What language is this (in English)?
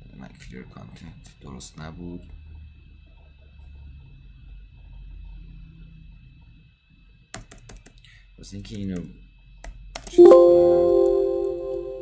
Persian